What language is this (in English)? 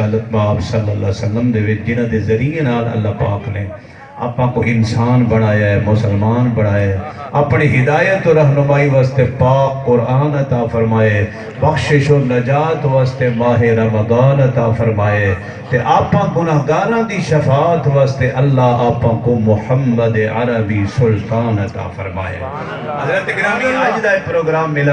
Saraiki